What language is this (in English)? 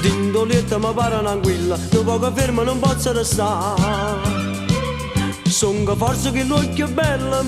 Neapolitan